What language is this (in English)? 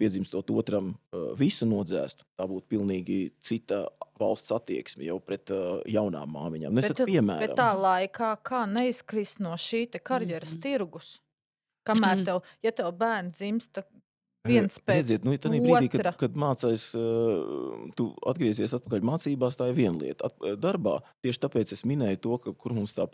Latvian